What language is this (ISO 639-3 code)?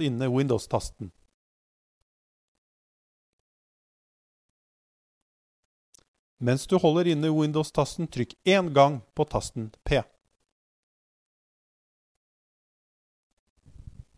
nor